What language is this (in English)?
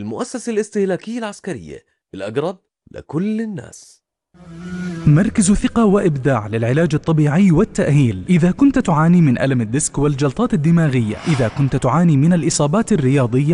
Arabic